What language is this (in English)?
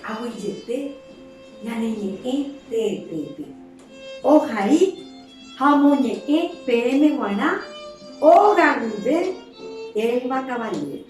Guarani